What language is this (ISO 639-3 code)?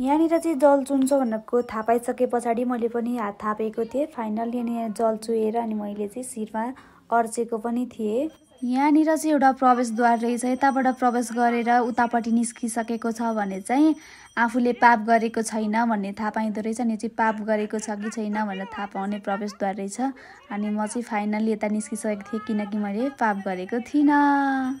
nep